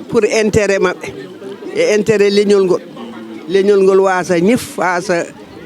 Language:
Fula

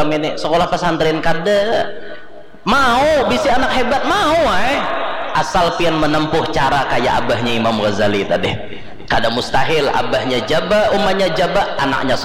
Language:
Banjar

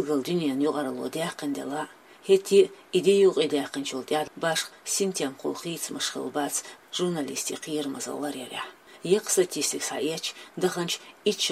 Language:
Chechen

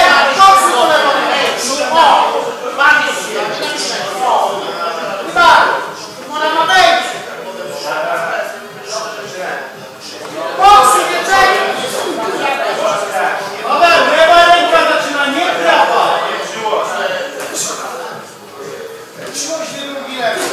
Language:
Polish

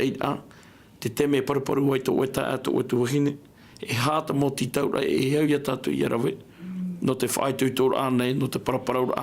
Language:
Tahitian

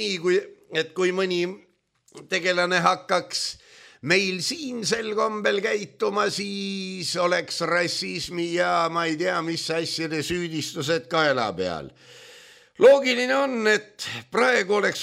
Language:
Estonian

